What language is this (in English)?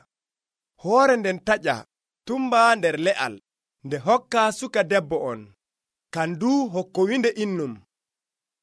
Nigerian Fulfulde